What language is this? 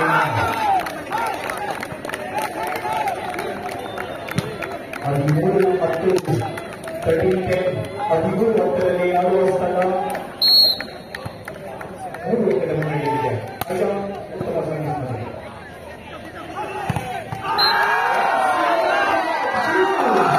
Kannada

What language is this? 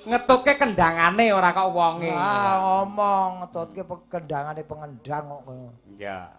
Javanese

